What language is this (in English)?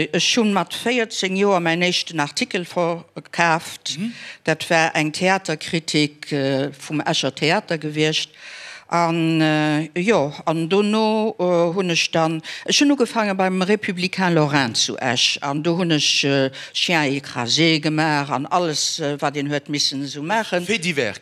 Luxembourgish